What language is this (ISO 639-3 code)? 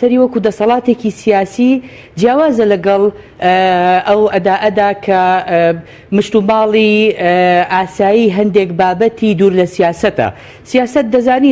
ckb